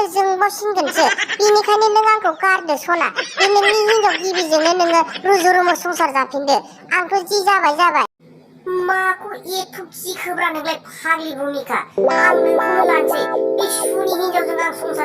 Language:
Bodo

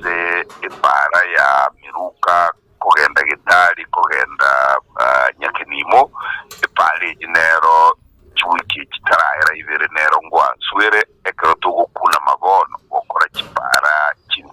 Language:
Gusii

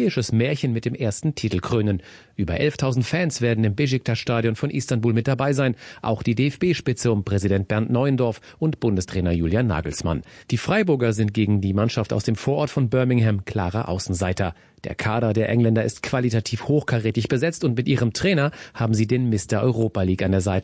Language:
German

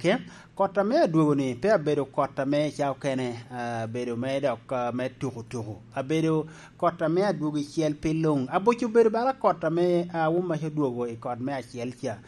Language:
Lango (Uganda)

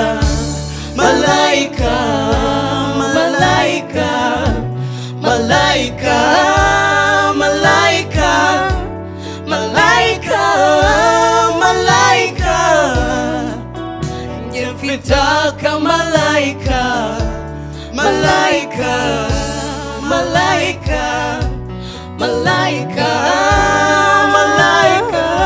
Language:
Kinyarwanda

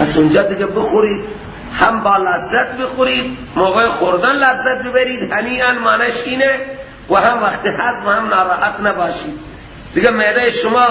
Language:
Persian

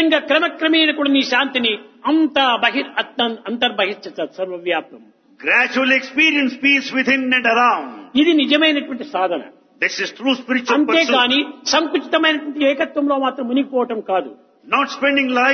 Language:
Telugu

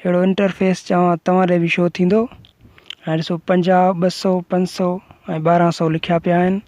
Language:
Sindhi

